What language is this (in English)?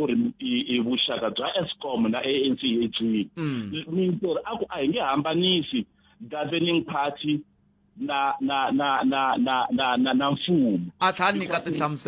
Tsonga